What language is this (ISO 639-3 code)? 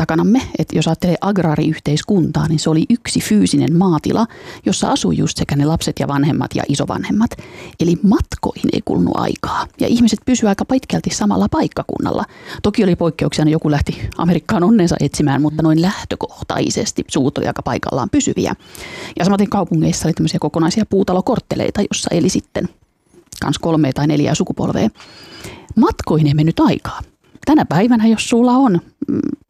fin